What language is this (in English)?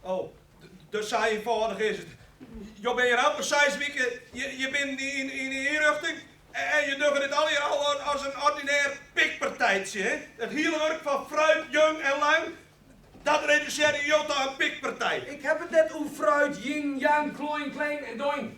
Western Frisian